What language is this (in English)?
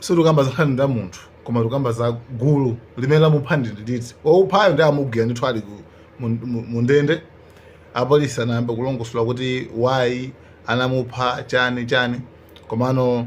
Nyanja